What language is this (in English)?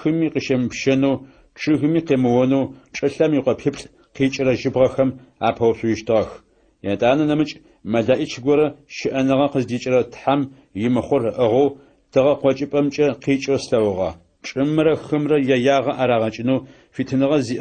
Adyghe